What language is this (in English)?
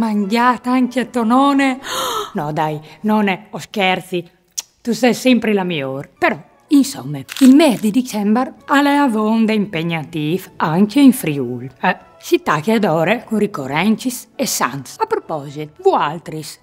Friulian